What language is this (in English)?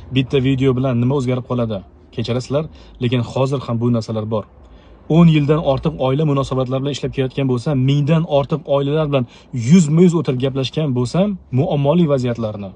Uzbek